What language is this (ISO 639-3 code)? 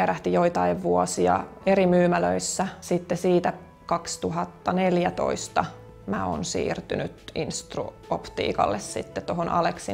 fin